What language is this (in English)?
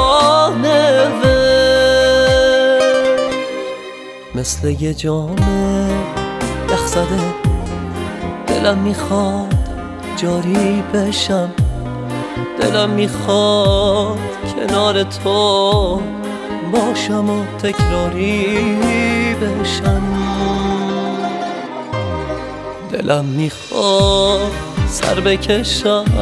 Persian